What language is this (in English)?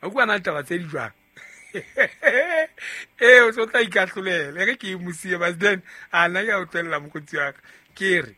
Southern Sotho